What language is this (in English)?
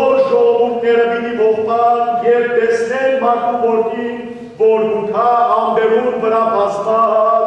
Western Armenian